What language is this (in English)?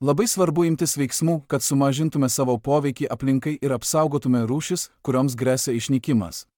Lithuanian